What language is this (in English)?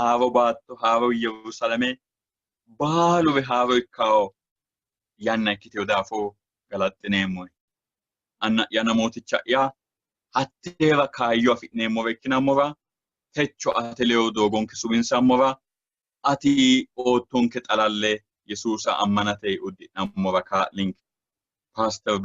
Sidamo